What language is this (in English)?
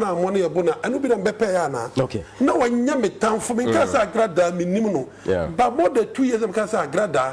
Akan